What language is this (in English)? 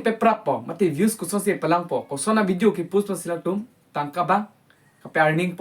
Karbi